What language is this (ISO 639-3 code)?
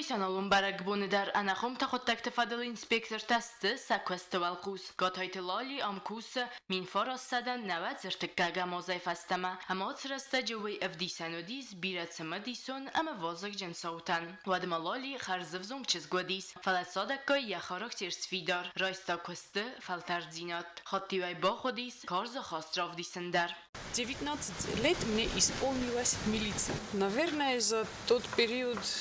oss